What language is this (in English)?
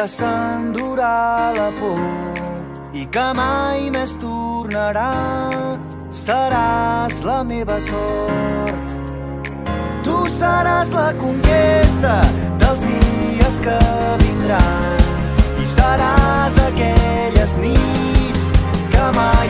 Catalan